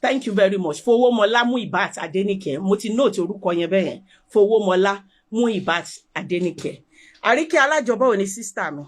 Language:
Yoruba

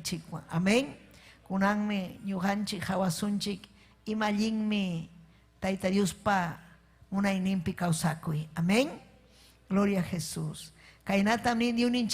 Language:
Ayacucho Quechua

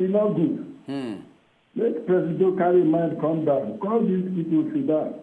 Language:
Nigerian Pidgin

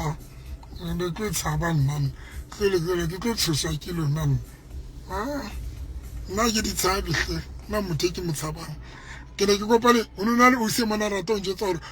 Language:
Southern Sotho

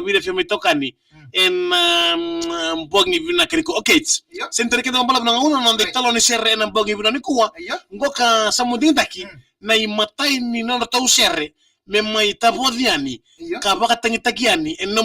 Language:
Fijian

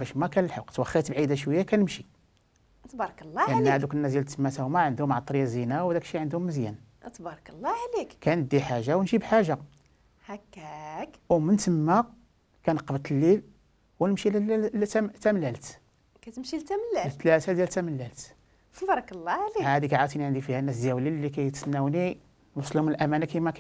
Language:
Moroccan Arabic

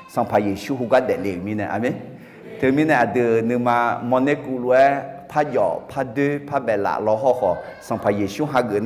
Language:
Akha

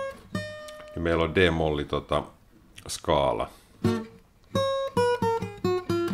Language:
Finnish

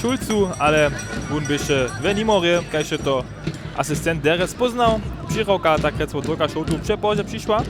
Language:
Upper Sorbian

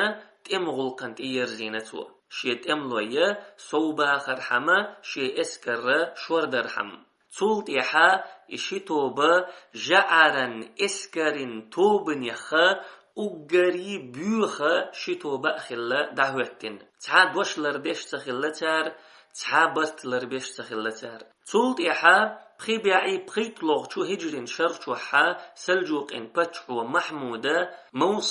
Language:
Chechen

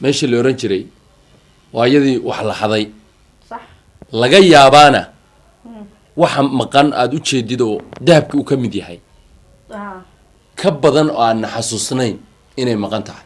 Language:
Somali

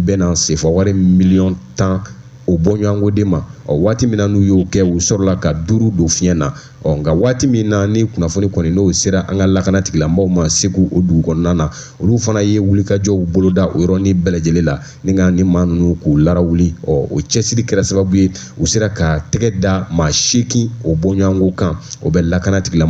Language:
Bambara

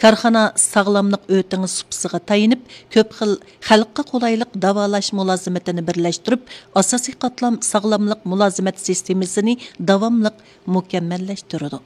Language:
Uyghur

